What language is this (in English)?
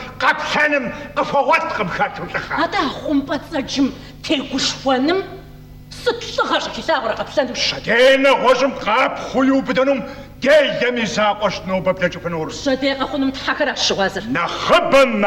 Kabardian